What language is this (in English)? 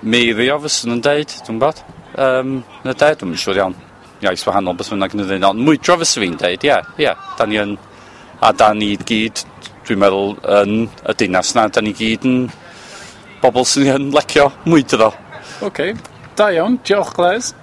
Welsh